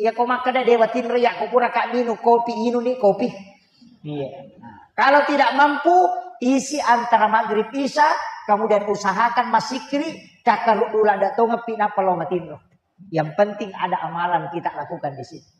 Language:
Buginese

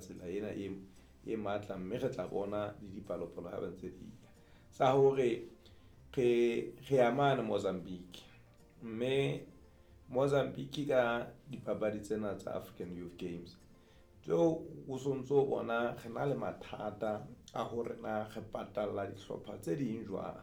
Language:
Southern Sotho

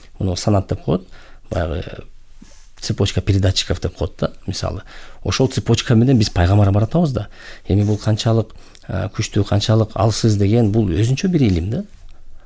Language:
Kyrgyz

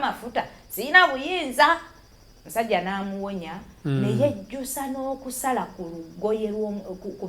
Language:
Ganda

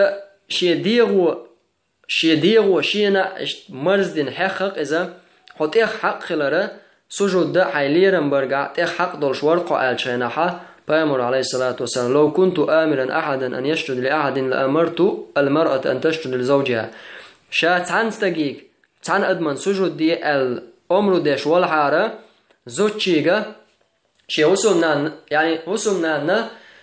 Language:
Chechen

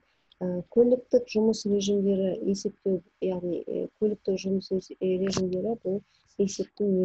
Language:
Kazakh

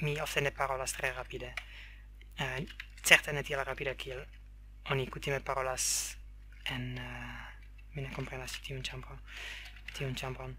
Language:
Esperanto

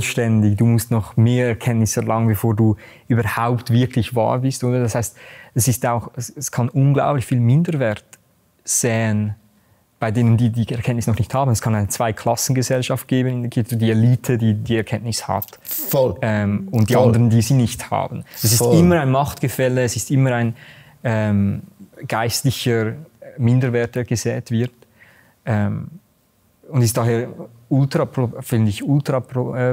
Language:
Swiss German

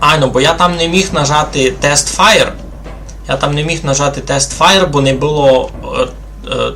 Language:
Rusyn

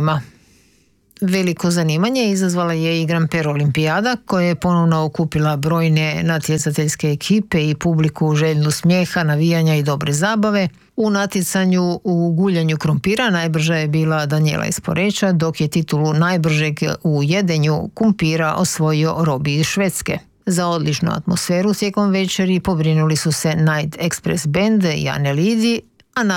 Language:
Croatian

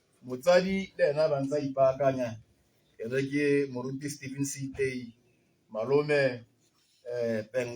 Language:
Tswana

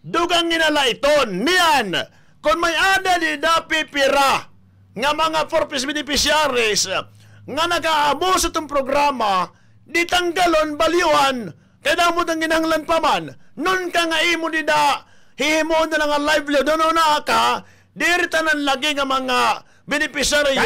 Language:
Waray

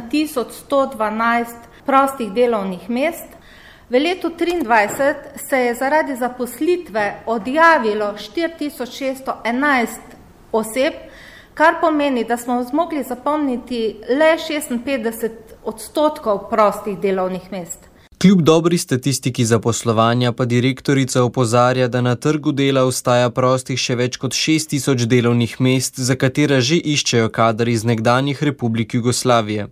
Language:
Slovenian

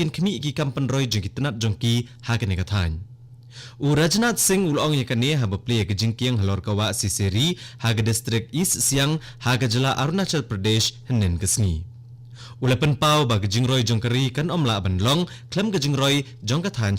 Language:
Khasi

